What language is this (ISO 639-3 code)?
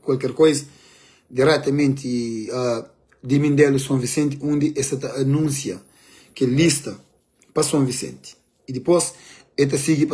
kea